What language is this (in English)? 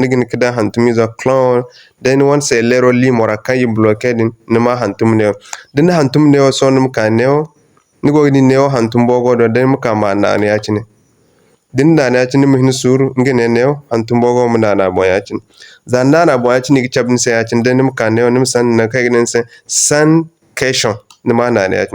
Zarma